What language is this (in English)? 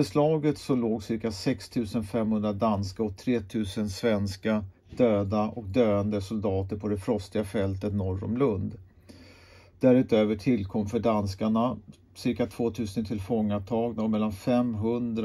Swedish